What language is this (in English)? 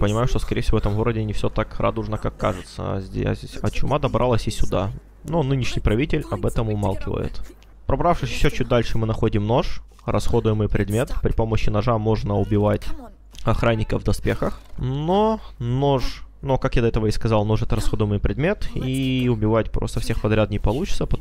Russian